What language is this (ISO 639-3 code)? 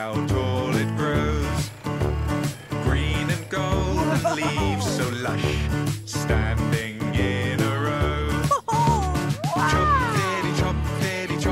eng